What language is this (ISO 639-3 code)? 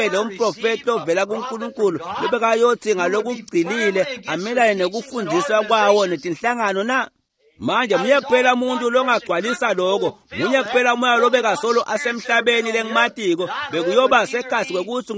ssw